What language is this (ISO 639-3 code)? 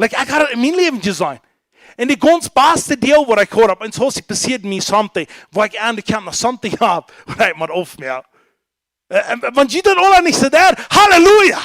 pdt